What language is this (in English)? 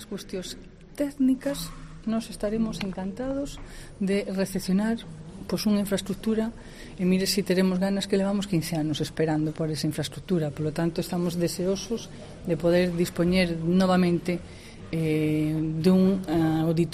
Galician